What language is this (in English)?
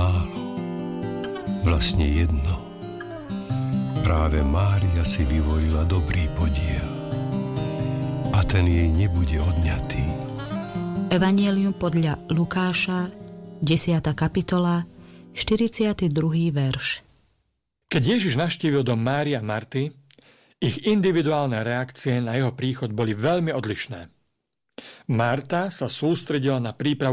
Slovak